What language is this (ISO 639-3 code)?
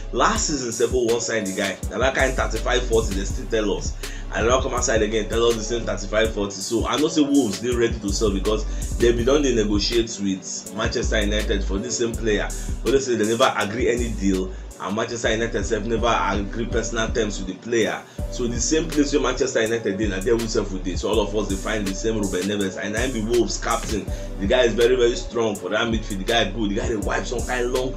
pcm